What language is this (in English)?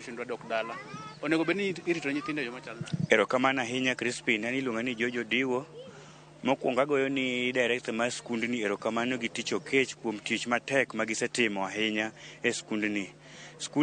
Luo (Kenya and Tanzania)